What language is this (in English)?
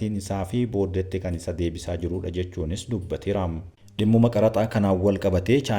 Oromo